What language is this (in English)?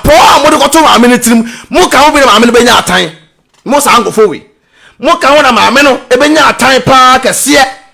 Akan